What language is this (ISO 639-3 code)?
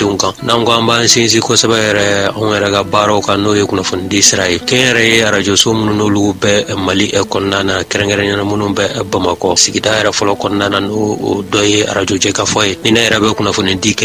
bam